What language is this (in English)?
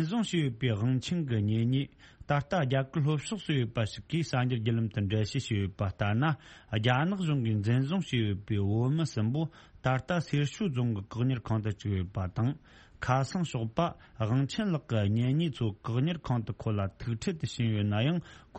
Tibetan